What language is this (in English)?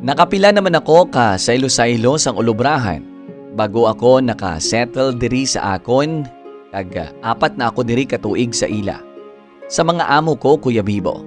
Hiligaynon